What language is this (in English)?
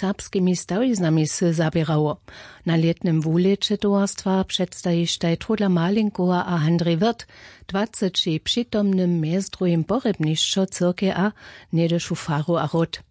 Upper Sorbian